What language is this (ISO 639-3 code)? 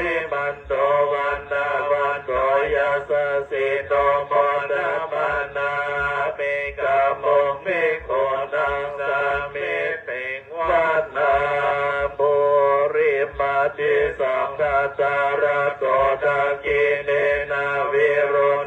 pli